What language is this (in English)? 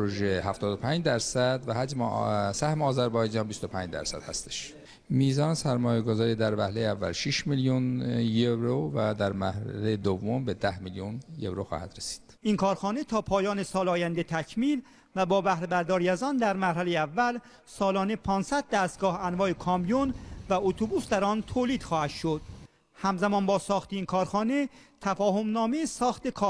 Persian